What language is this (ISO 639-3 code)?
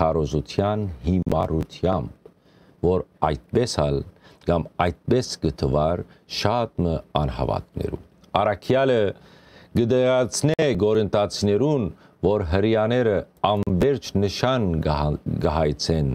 hyw